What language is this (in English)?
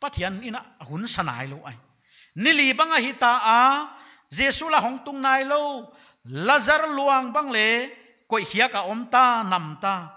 Paite Chin